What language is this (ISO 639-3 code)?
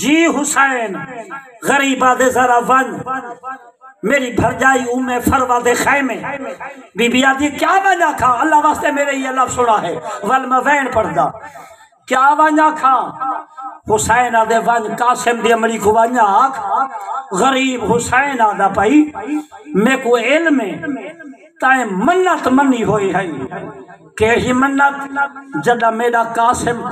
skr